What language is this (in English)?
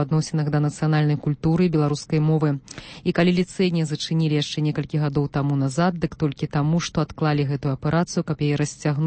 Belarusian